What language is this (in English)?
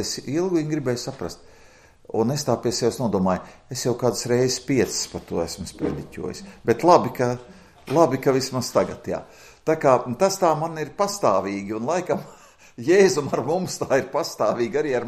Latvian